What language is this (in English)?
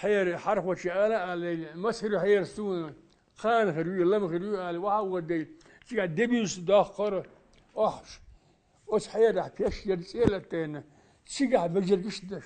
Chechen